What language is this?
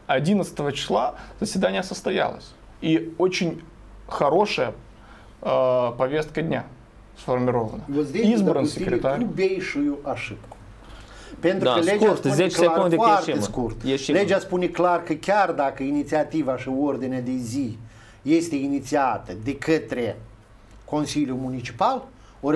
Romanian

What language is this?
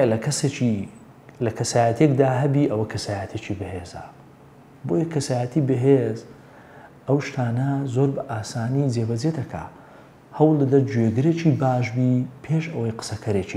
Central Kurdish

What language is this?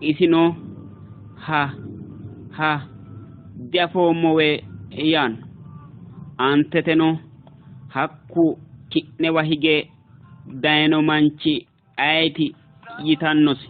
Sidamo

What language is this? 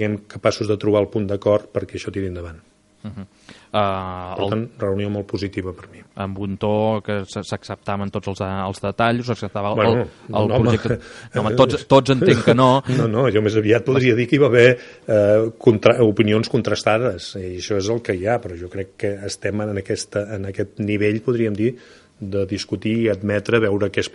Catalan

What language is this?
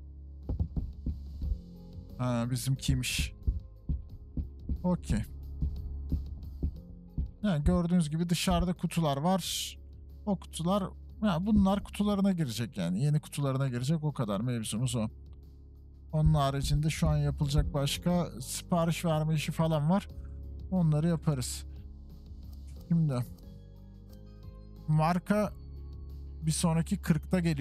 Turkish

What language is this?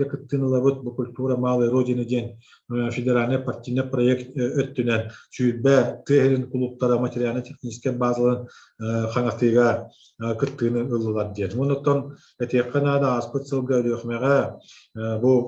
Yakut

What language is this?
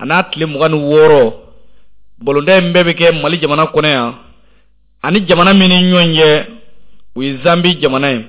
Bambara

